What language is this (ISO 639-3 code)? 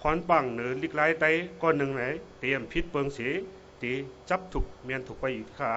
shn